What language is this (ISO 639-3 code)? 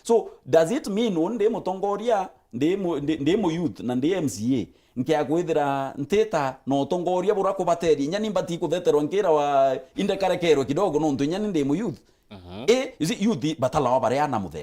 mer